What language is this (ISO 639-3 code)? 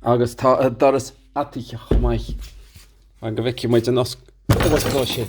gle